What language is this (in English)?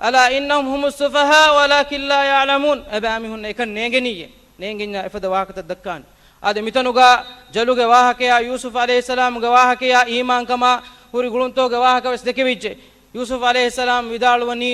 Divehi